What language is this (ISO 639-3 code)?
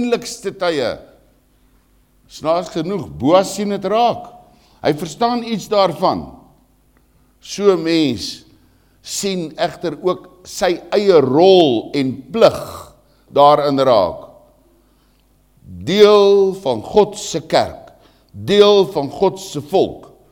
afr